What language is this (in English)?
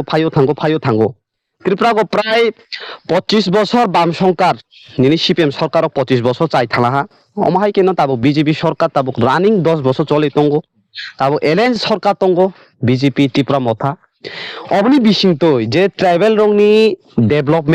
Kok Borok